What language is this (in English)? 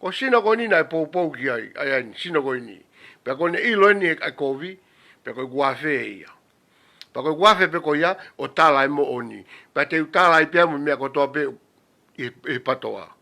Tongan